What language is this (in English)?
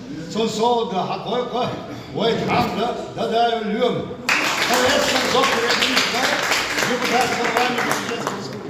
Chechen